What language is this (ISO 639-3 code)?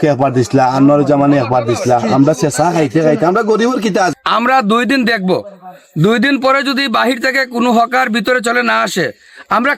syl